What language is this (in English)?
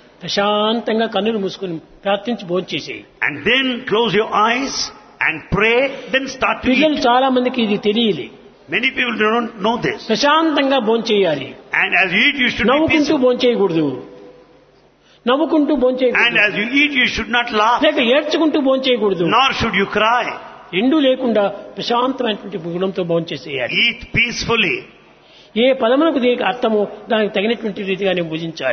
Telugu